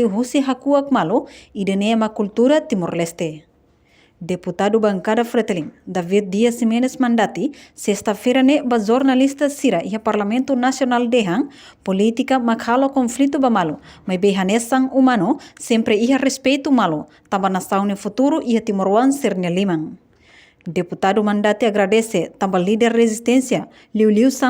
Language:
Tetum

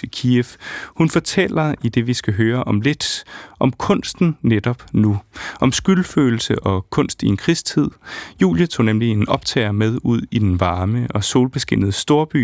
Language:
Danish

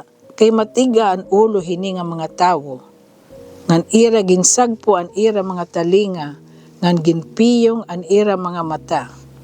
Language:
Waray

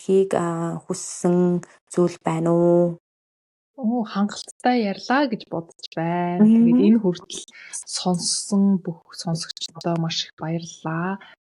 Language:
Mongolian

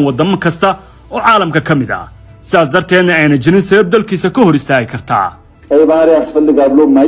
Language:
Somali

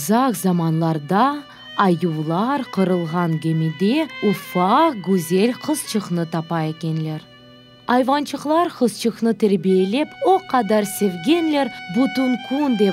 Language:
Crimean Tatar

